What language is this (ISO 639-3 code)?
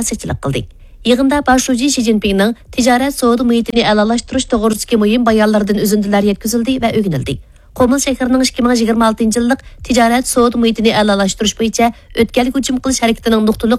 uig